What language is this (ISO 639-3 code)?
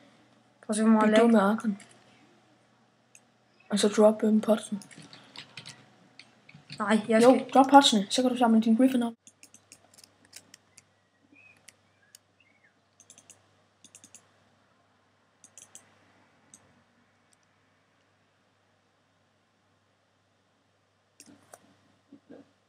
dan